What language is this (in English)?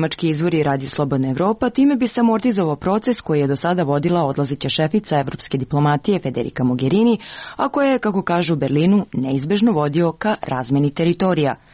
Serbian